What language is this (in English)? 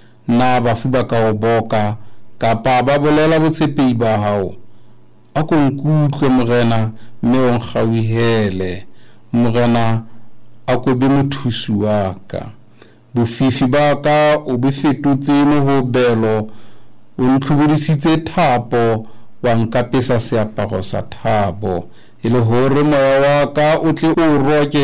Southern Sotho